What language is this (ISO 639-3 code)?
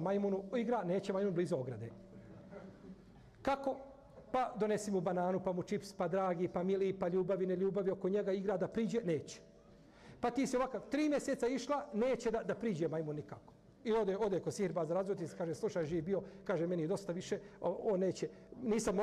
bos